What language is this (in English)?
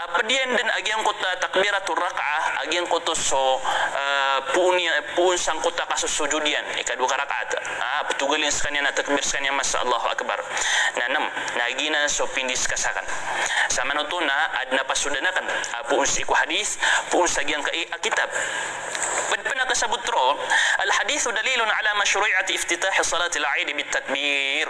Maranao